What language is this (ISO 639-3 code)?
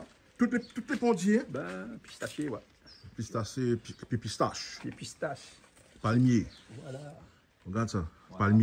rcf